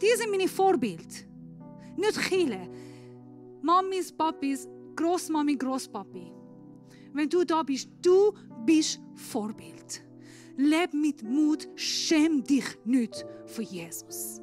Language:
Swiss German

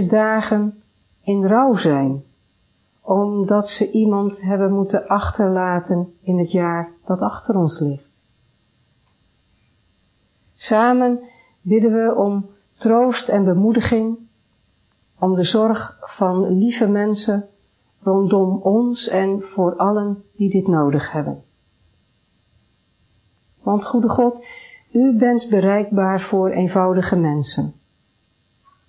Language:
Dutch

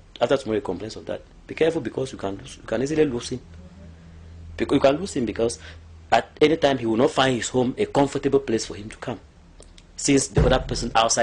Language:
English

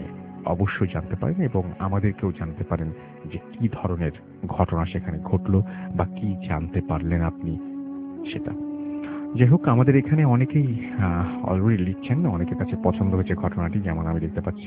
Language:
Bangla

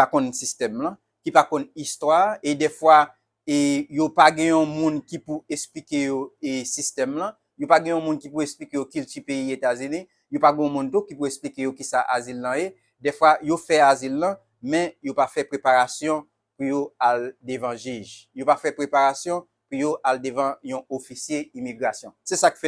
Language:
Haitian Creole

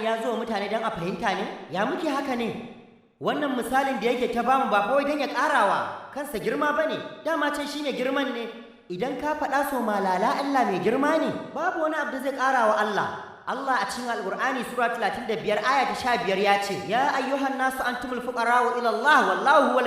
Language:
Hausa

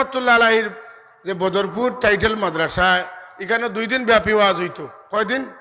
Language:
Sylheti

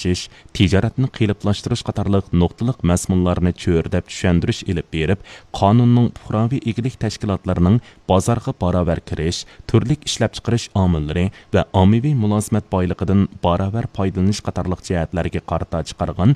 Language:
Uyghur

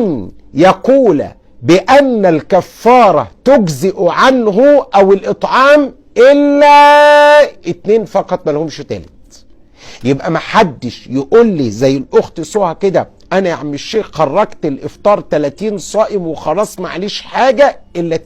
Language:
Egyptian Arabic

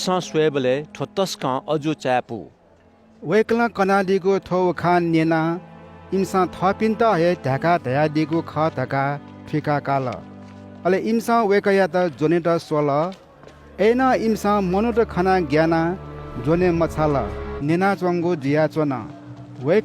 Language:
Newari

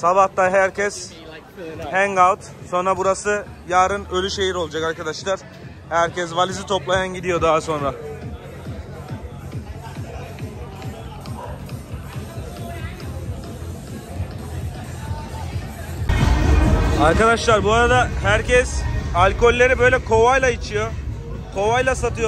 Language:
Turkish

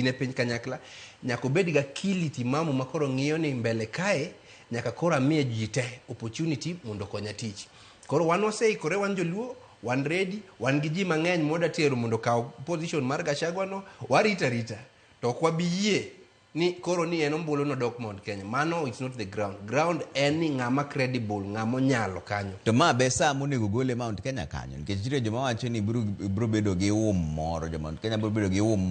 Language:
Luo (Kenya and Tanzania)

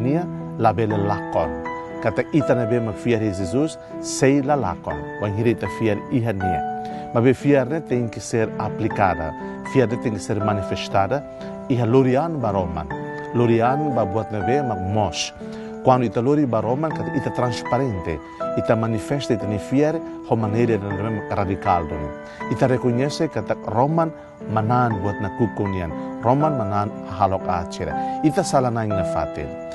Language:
Tetum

